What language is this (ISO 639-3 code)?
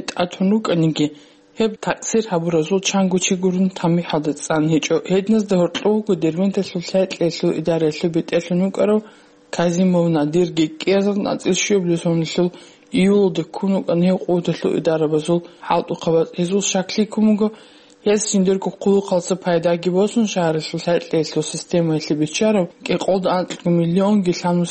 ava